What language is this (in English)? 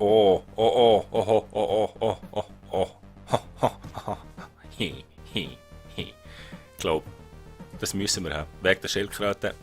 Swiss German